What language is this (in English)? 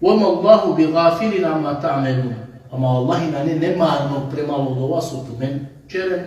Balkan Romani